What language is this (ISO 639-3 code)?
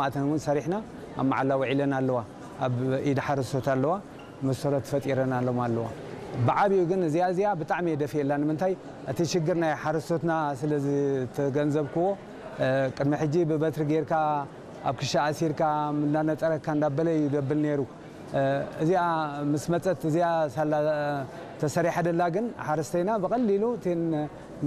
tir